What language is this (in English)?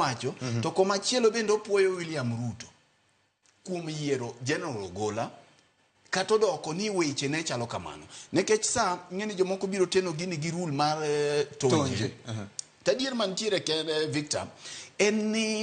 Luo (Kenya and Tanzania)